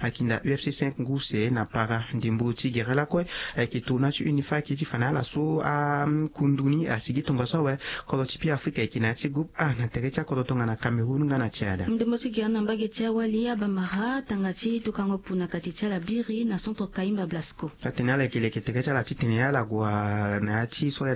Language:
Sango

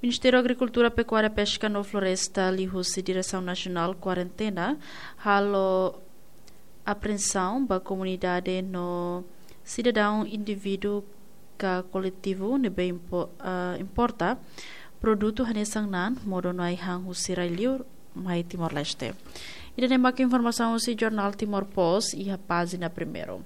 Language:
Tetum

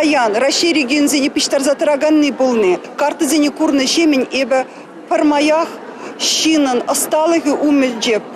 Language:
Chuvash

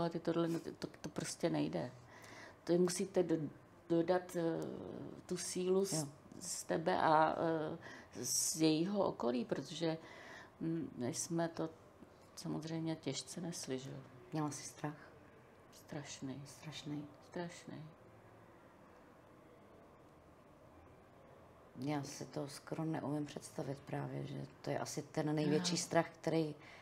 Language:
Czech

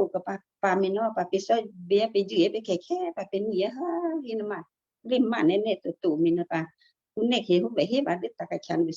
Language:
Western Kayah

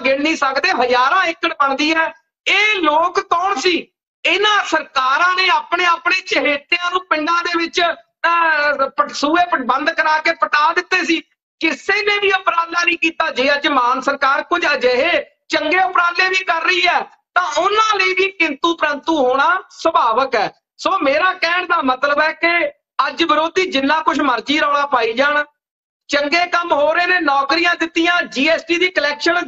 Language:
Punjabi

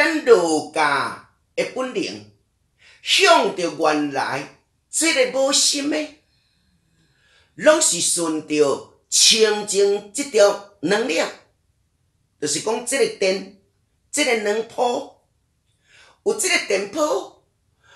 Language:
Min Nan Chinese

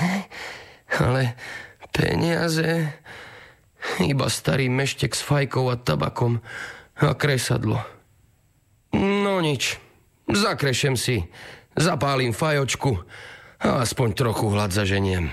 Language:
Slovak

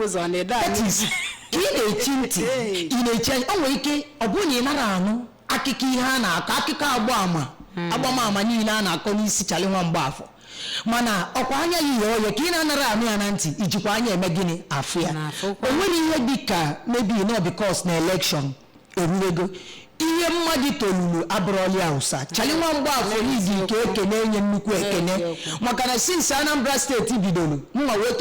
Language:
Igbo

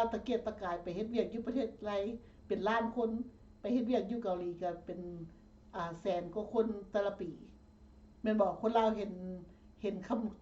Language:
Lao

